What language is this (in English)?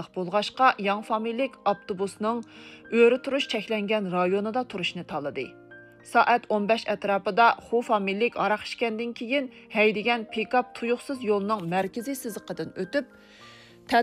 Uyghur